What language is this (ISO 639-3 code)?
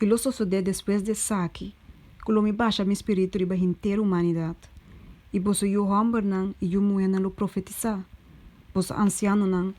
pap